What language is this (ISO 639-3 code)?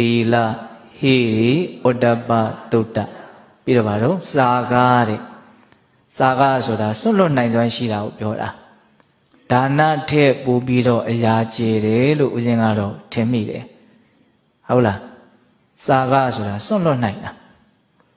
mya